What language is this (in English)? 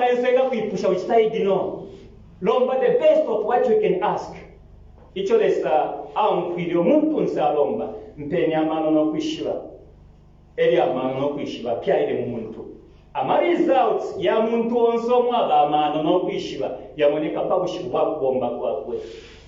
Bemba